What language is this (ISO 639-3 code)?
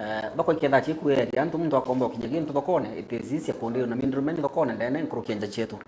mer